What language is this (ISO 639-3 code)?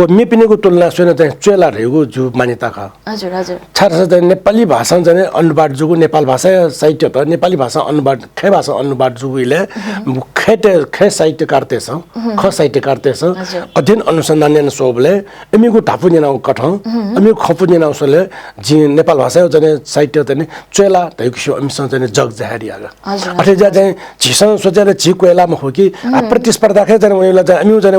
new